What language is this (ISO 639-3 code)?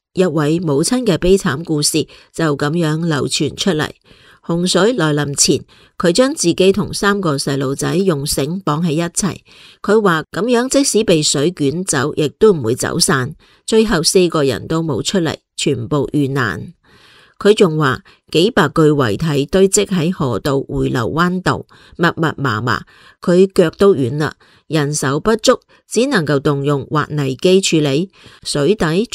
yue